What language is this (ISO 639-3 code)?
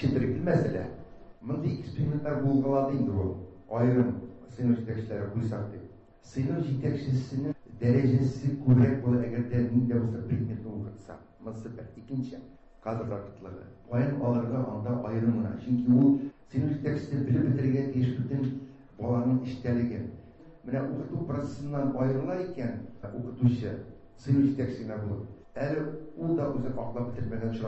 tat